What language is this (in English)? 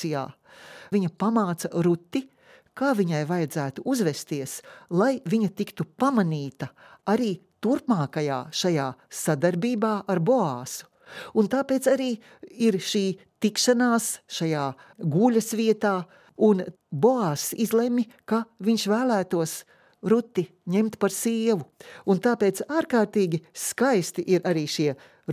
Latvian